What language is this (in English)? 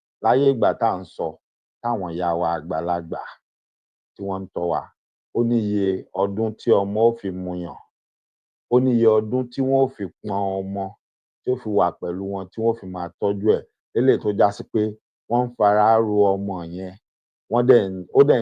Yoruba